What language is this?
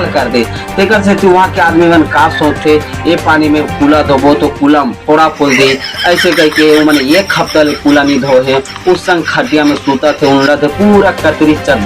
Chhattisgarhi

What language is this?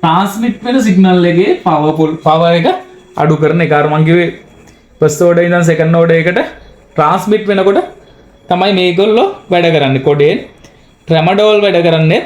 Sinhala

